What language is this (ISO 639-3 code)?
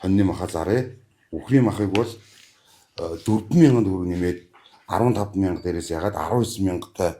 mon